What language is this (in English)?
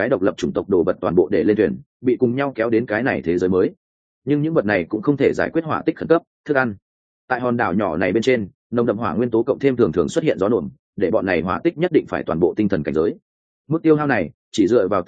Vietnamese